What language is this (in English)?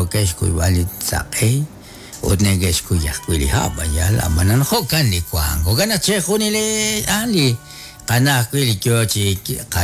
Kekchí